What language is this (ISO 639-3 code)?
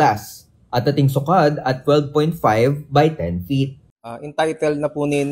pam